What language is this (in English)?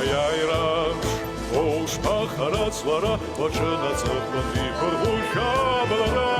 Abkhazian